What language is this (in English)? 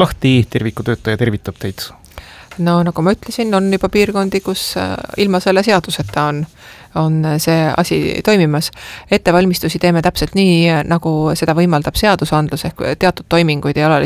Estonian